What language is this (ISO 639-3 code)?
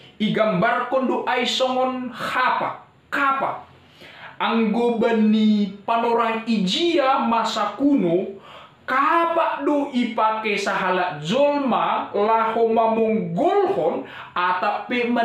bts